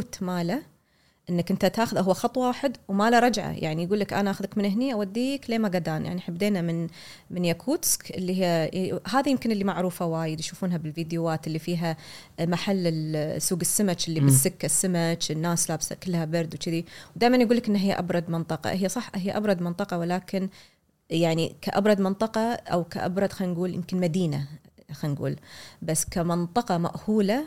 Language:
Gulf Arabic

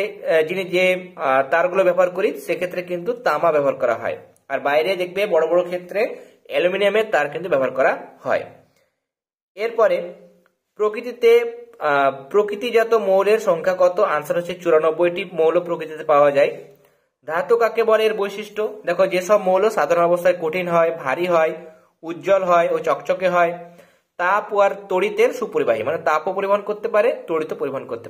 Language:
Bangla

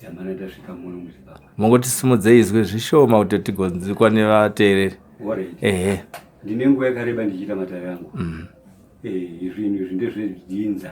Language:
Shona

